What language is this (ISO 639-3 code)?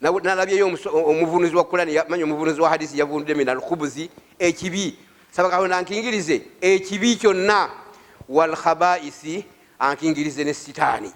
lug